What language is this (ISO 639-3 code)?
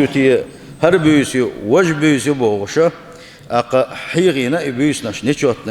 che